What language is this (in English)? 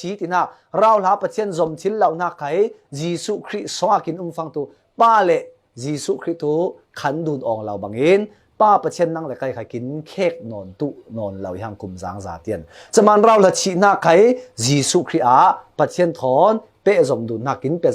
Falam Chin